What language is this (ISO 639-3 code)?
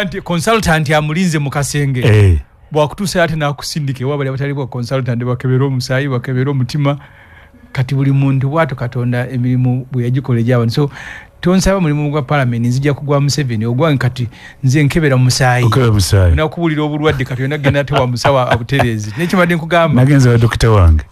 lug